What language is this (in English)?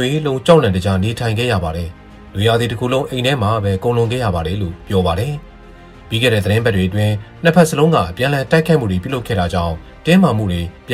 Burmese